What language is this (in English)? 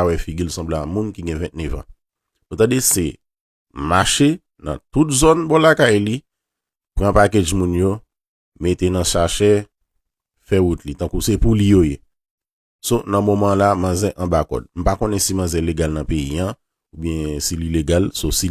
Haitian Creole